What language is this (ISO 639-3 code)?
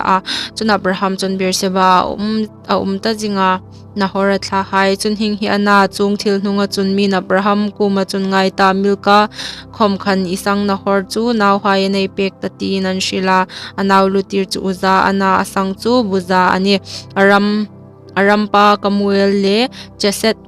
hmr